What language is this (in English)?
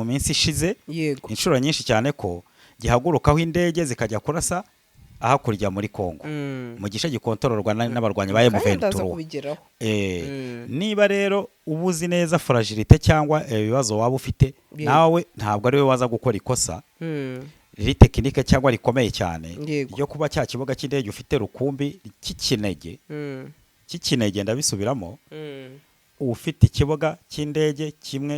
Kinyarwanda